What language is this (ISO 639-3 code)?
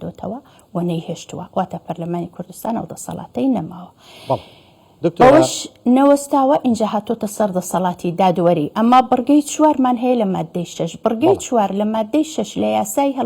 ckb